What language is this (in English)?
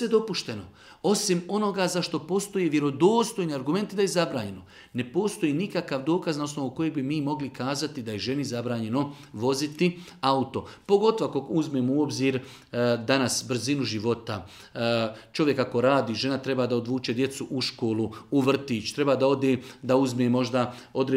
Bosnian